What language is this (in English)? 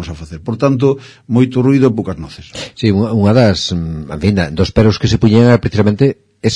Galician